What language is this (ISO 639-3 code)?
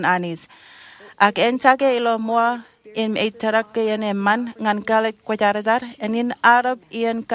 mah